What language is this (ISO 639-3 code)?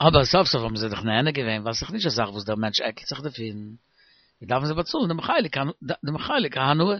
yid